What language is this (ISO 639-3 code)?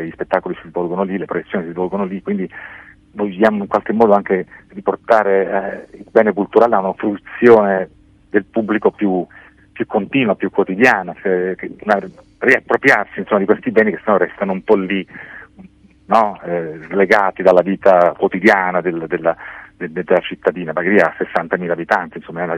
ita